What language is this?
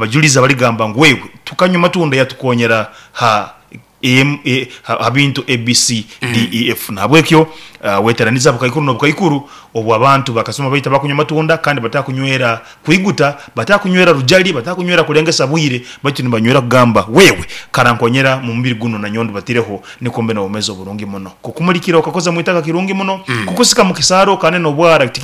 Nyoro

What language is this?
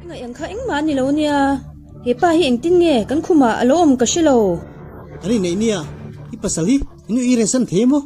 Mizo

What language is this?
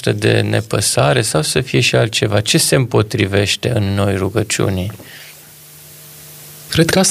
Romanian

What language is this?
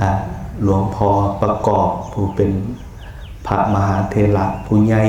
Lao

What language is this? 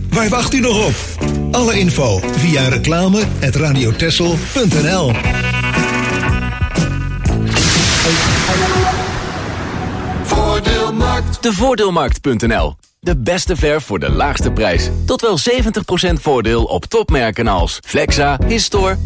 Dutch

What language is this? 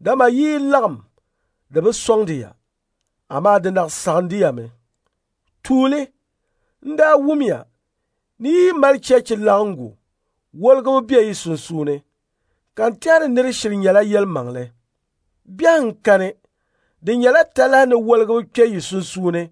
Dagbani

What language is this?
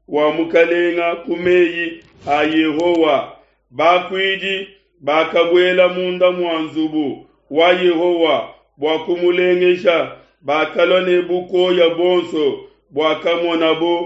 Luba-Lulua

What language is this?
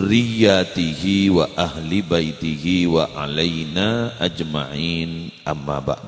Madurese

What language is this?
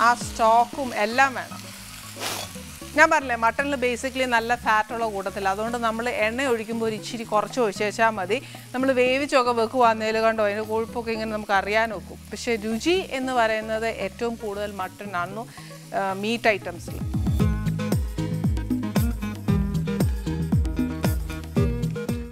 Malayalam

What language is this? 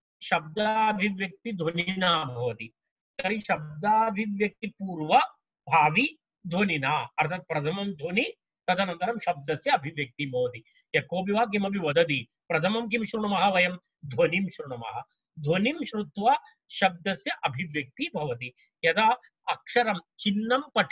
Sanskrit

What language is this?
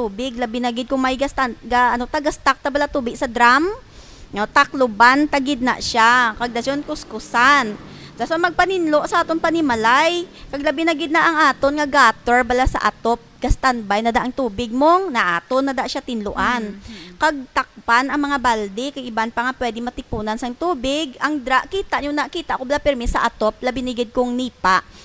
Hiligaynon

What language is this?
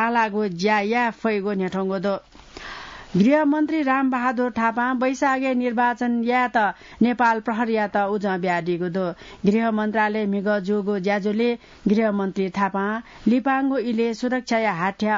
Newari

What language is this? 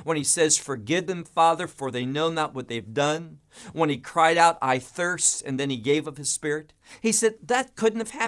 English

